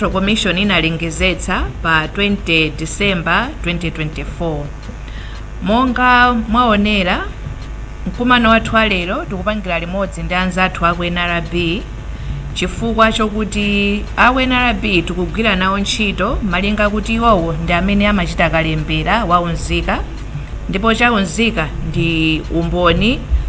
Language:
Nyanja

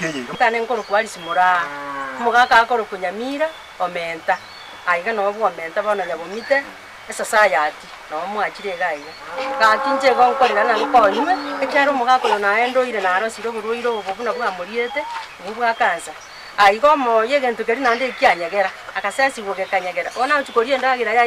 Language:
Gusii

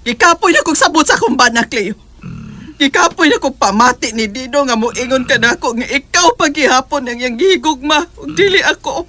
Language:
Cebuano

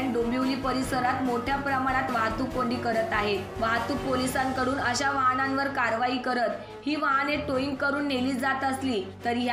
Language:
Marathi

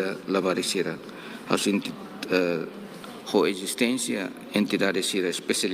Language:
Tetum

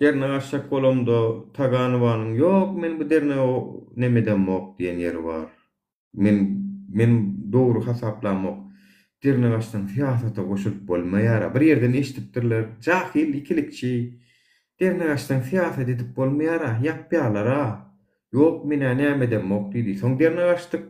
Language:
Turkmen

